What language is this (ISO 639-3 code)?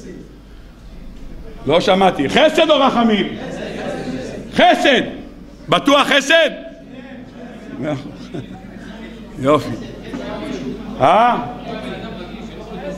heb